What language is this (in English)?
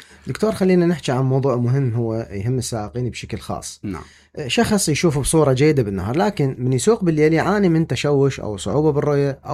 Mesopotamian Arabic